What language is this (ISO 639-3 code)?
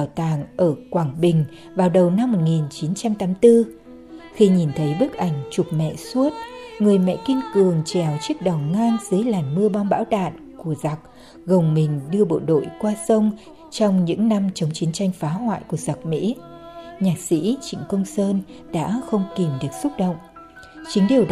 vie